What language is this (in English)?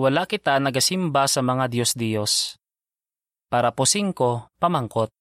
Hiligaynon